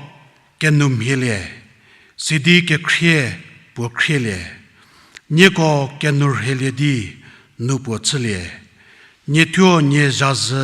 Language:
Angami Naga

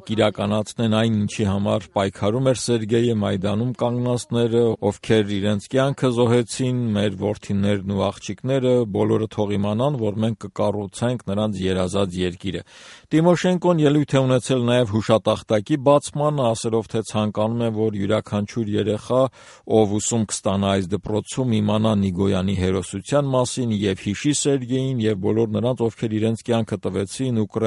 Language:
Armenian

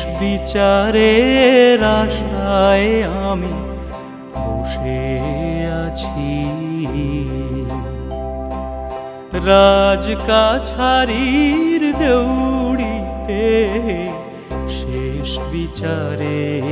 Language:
Bangla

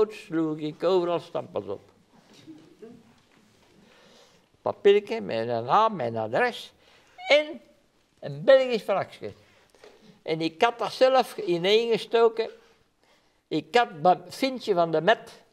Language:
Dutch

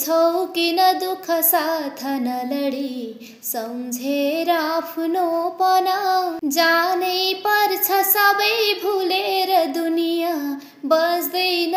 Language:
Nepali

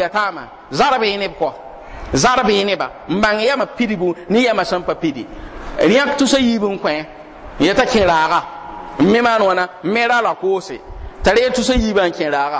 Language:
Mossi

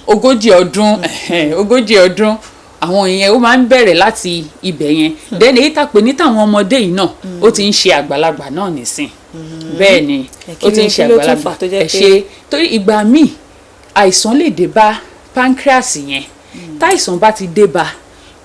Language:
Yoruba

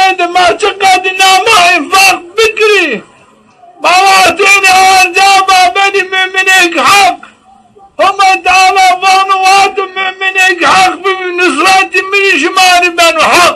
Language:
Zaza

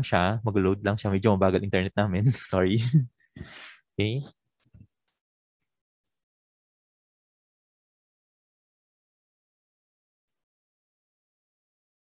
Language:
Filipino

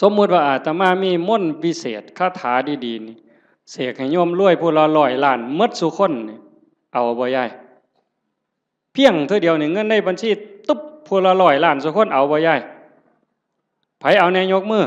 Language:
Northeastern Thai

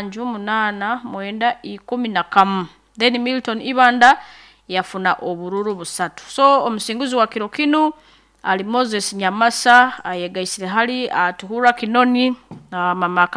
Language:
Nyankole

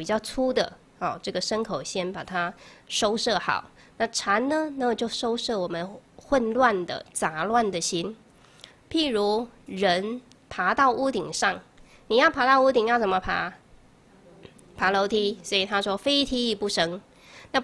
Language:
Chinese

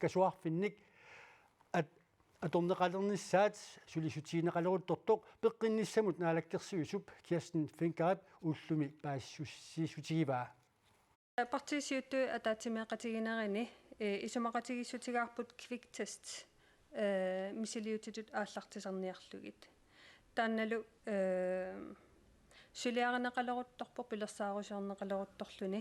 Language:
Kalaallisut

